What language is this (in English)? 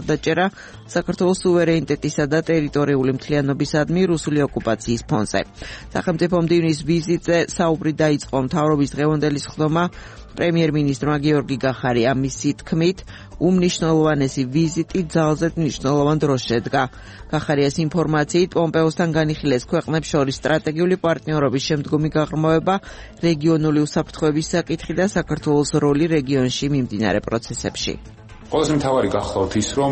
Georgian